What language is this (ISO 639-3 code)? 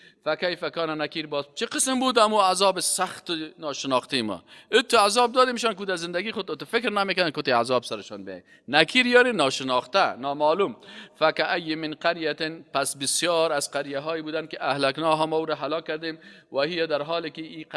fas